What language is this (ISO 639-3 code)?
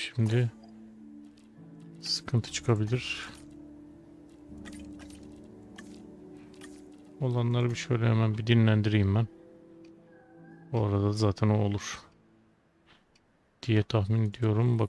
tur